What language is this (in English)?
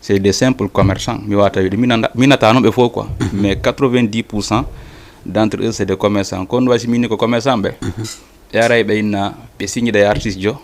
Fula